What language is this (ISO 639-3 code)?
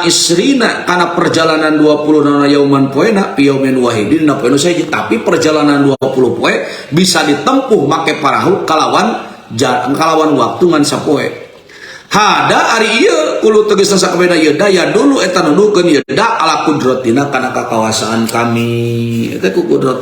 sun